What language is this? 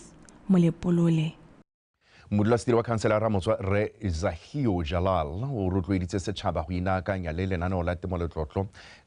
Tswana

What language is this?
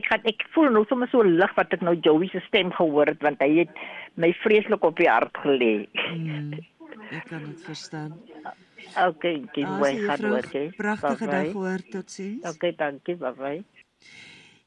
Afrikaans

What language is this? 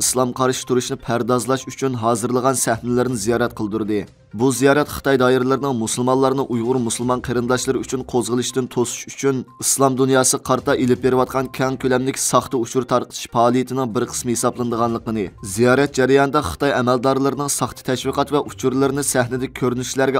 Uyghur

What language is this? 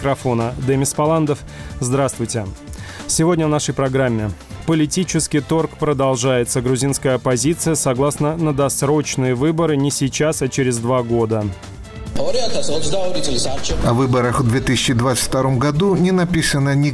Russian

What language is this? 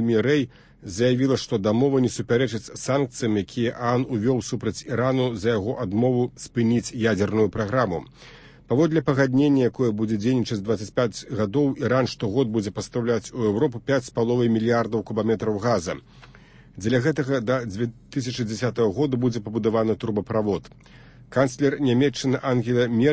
Belarusian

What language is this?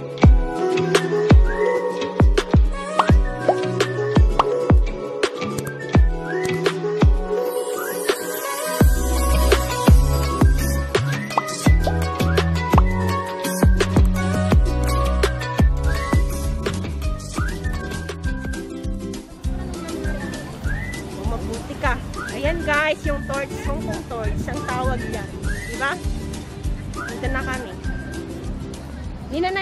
Filipino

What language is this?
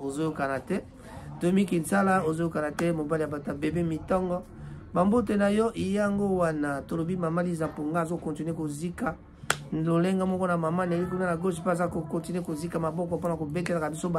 Lingala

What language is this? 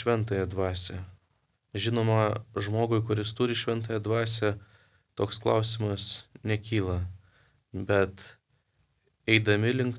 Lithuanian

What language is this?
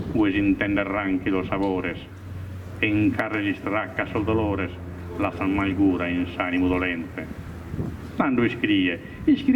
Sardinian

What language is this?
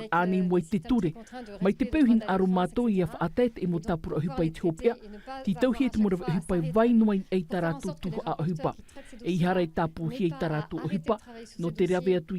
Tahitian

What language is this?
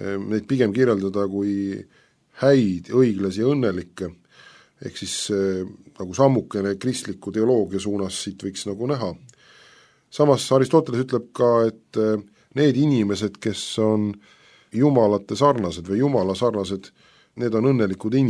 Estonian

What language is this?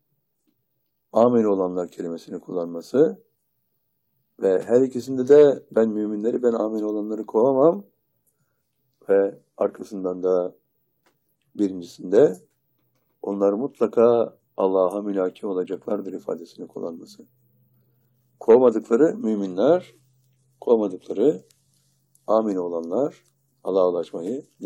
Turkish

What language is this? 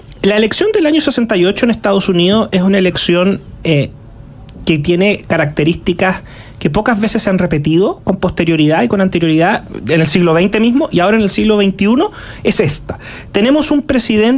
Spanish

